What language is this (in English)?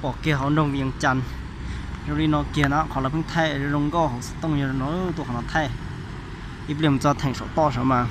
Hmong